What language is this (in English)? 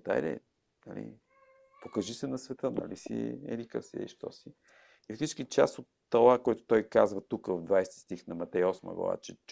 Bulgarian